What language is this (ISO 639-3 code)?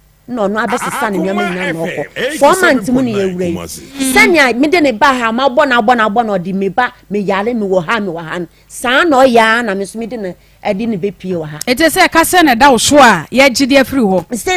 aka